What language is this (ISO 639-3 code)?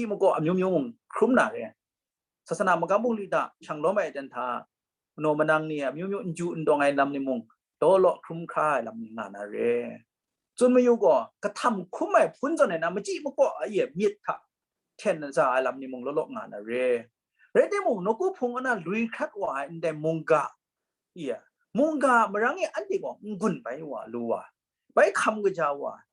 kac